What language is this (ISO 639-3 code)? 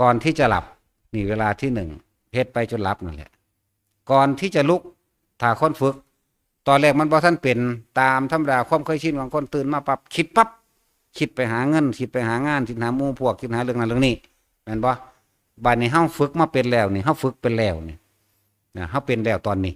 tts